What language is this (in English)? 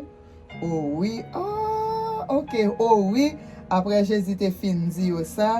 Haitian Creole